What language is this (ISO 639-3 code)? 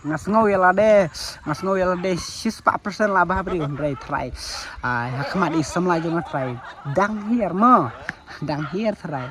kha